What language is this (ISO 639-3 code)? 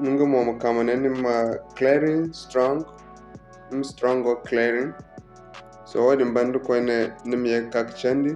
dje